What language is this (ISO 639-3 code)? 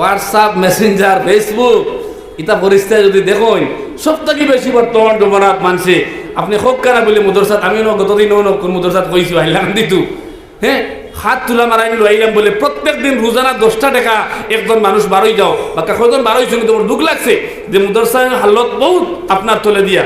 syl